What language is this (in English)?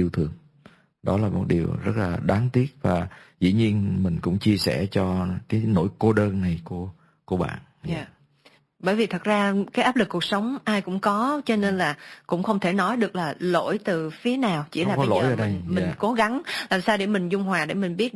Vietnamese